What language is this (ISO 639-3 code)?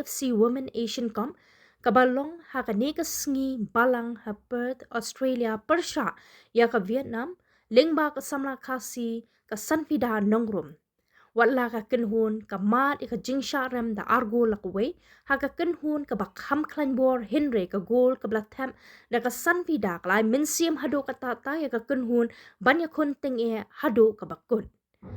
kha